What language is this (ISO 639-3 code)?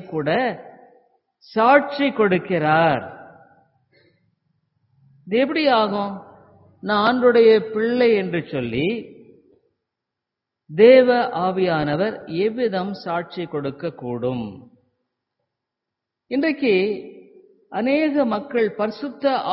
tam